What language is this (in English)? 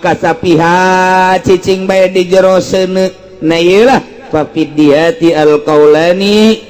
Sundanese